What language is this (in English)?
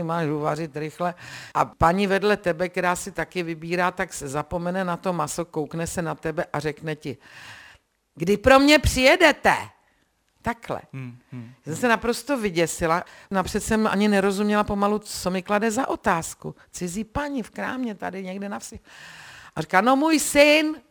Czech